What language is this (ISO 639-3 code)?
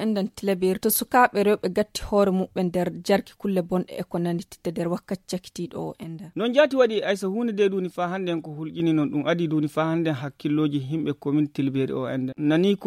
ful